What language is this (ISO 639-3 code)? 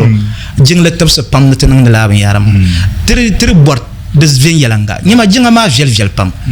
dag